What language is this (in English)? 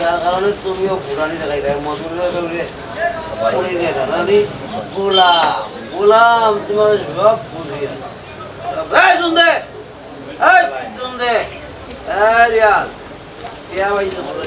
Sylheti